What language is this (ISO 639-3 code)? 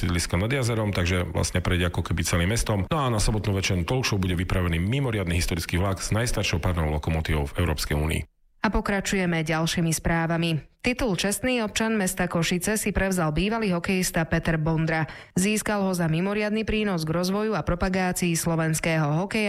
slk